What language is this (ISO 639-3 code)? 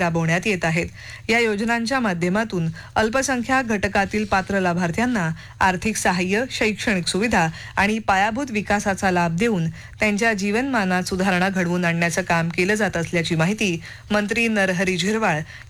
mar